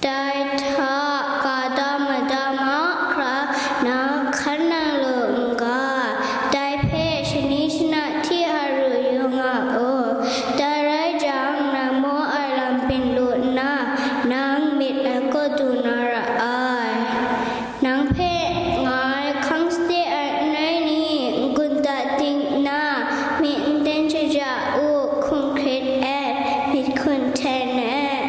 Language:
Kachin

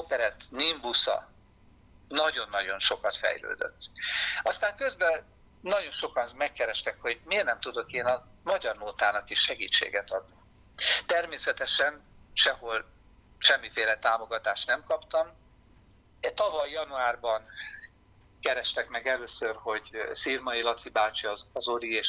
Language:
Hungarian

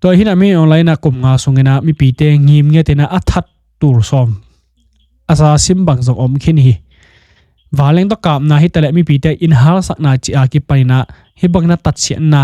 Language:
Tedim Chin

